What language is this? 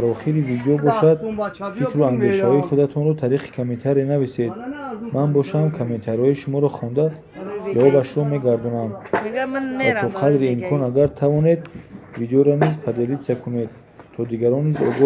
Tajik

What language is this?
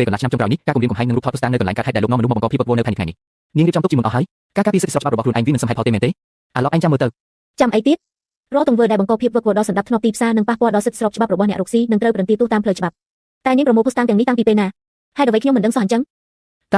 Khmer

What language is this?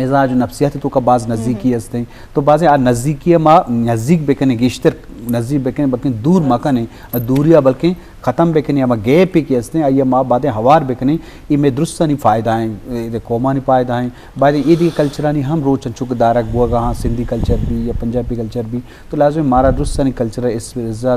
Eastern Balochi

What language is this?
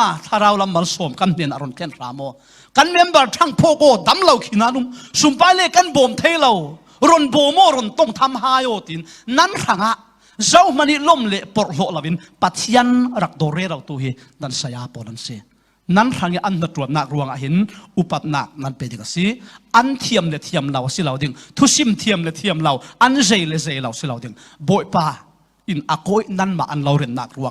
Falam Chin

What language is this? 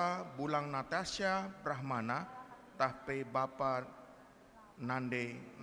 Batak Karo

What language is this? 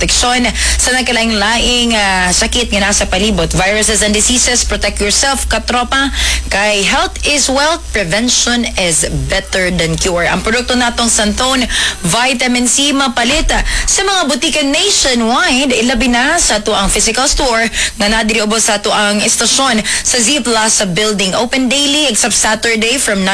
Cebuano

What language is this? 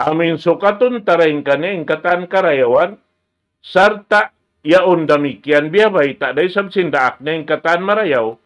Tausug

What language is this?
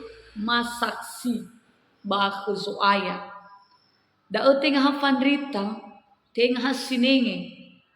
Nias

